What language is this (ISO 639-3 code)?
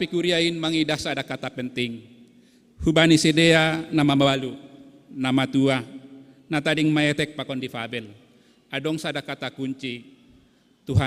bts